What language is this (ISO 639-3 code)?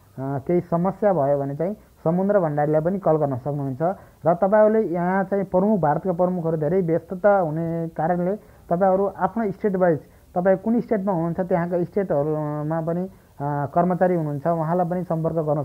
nep